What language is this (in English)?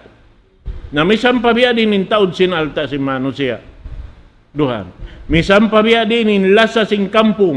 Tausug